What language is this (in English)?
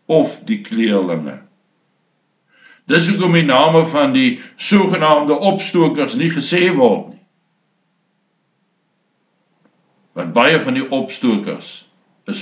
Afrikaans